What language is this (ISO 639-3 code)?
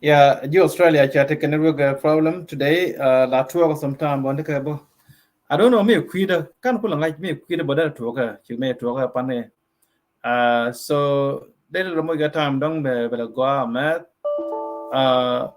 nus